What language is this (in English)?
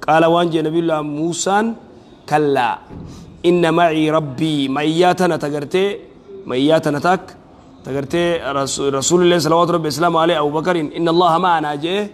Oromo